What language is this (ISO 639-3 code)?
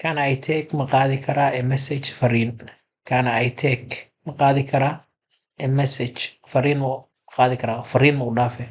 som